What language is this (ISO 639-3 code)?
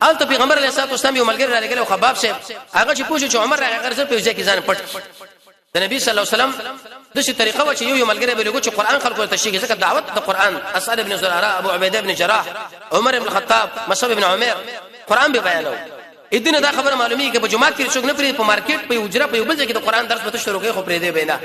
pus